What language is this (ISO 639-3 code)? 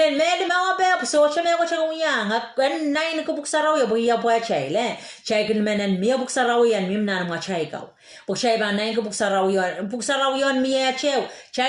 pon